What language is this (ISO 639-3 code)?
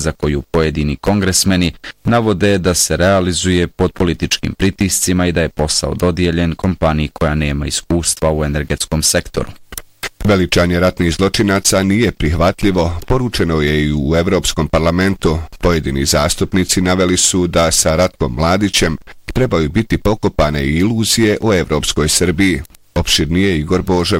bos